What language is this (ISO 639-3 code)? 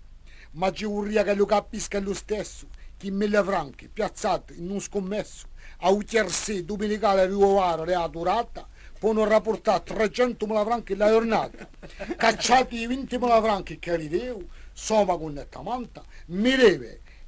cos